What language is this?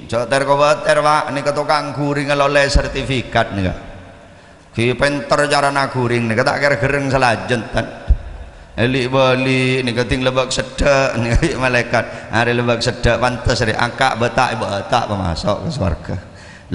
Madurese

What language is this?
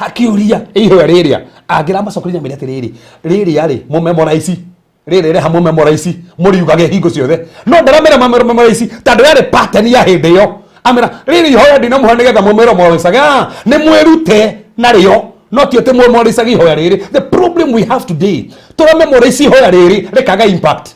Kikuyu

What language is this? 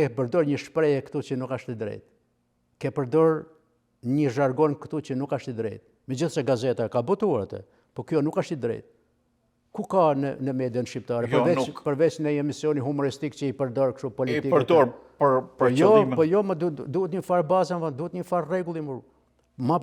Albanian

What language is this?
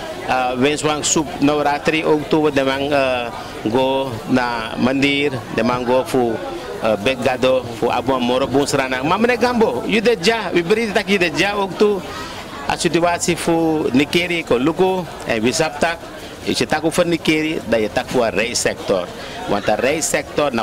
Sranan Tongo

